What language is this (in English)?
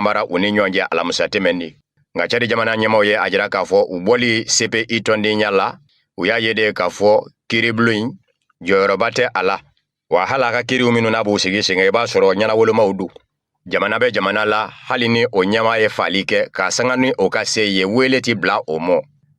Bambara